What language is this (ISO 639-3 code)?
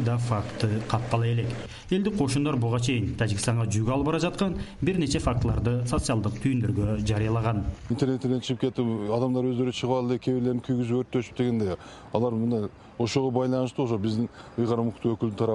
kir